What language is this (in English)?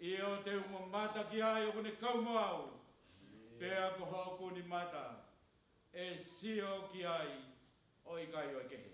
Tongan